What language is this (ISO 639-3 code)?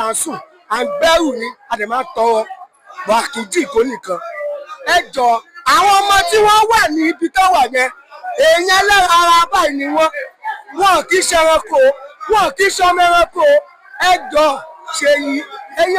yor